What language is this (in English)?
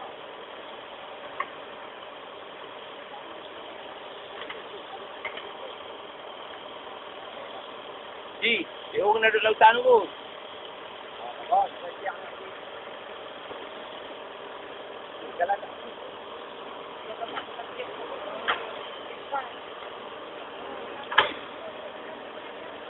Malay